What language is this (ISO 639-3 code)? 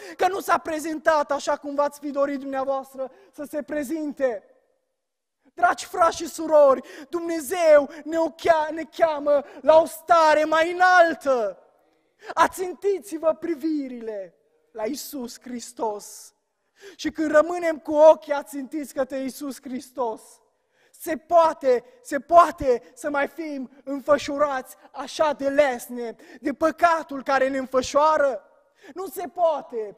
ron